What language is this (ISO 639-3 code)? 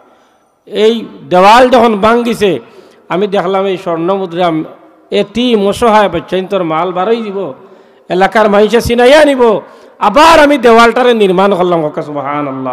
syl